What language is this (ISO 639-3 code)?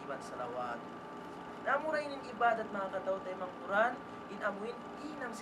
tsg